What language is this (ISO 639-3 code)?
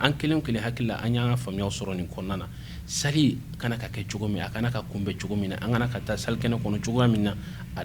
bam